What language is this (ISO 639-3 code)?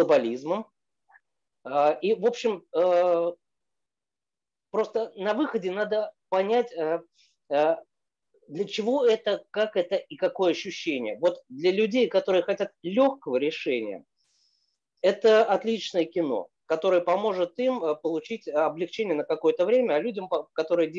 rus